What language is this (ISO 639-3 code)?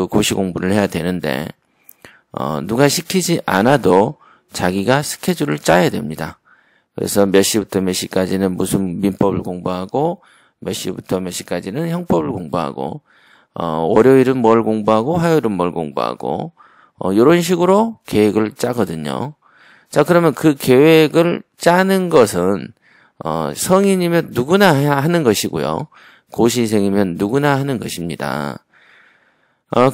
kor